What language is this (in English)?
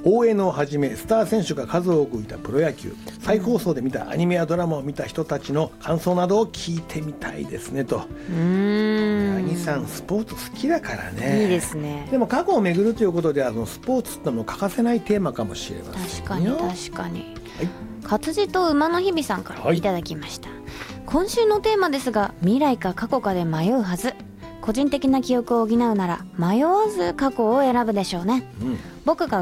Japanese